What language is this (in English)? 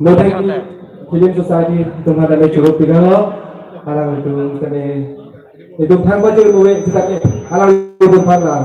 Karbi